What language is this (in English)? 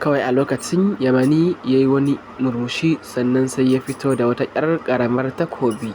Hausa